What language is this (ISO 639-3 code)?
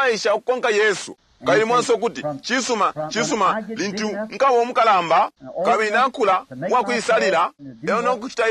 bem